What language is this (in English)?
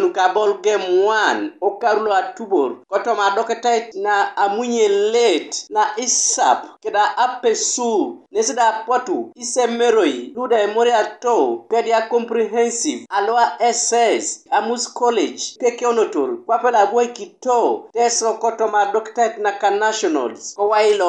Teso